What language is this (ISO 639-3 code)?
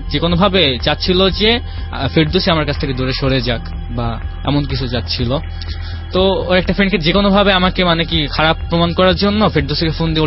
ben